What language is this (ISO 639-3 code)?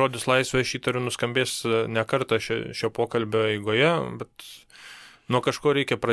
lit